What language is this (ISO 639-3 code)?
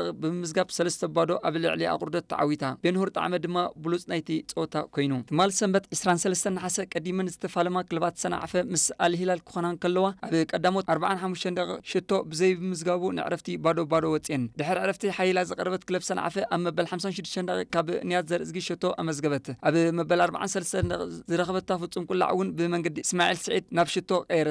tir